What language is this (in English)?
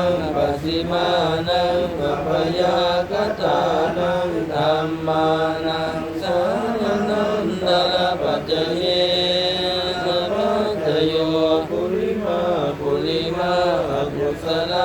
Pali